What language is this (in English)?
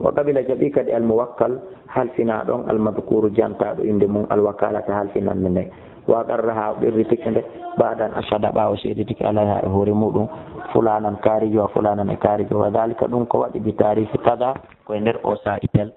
Fula